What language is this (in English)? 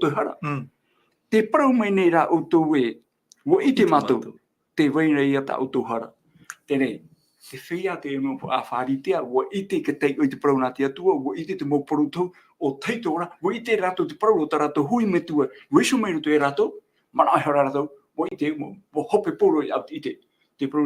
Tahitian